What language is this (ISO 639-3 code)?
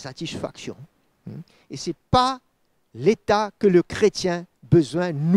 mfe